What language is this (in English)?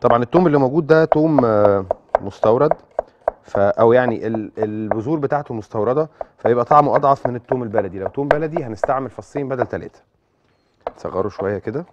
Egyptian Arabic